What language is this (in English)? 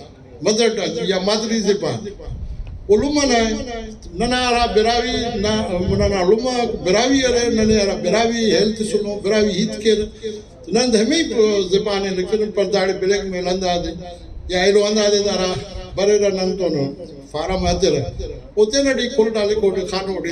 Brahui